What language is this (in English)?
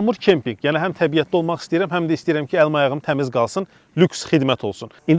Azerbaijani